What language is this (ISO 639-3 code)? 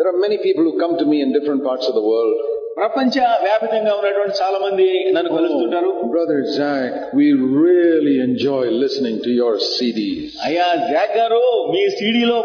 tel